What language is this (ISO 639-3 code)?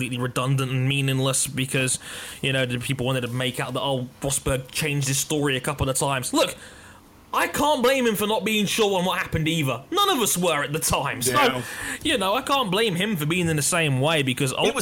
eng